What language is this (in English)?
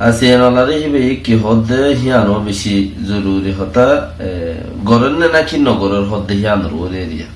Rohingya